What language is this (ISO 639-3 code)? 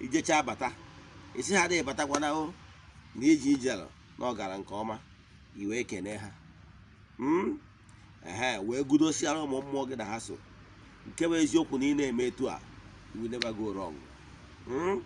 ibo